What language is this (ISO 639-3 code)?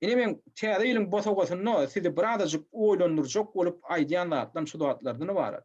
tuk